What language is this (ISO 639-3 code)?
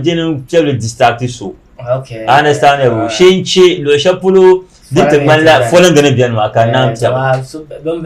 dag